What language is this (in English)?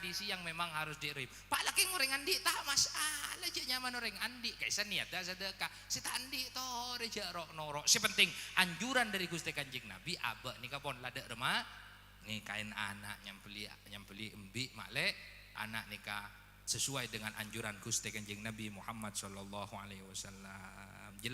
Madurese